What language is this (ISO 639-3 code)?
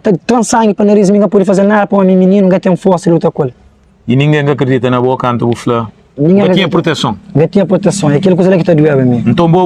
kea